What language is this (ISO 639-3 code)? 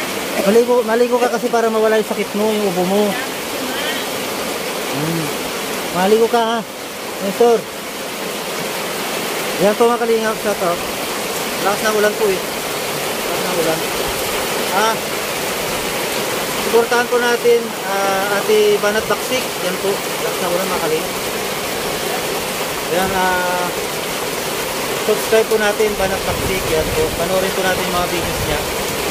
fil